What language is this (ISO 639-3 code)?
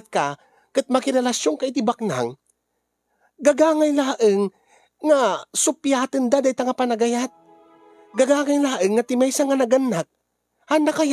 ilo